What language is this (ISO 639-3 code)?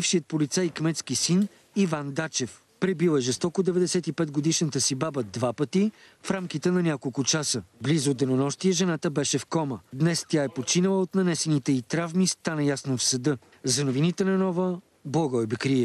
bul